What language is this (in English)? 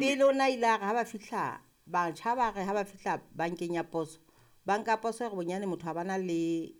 Southern Sotho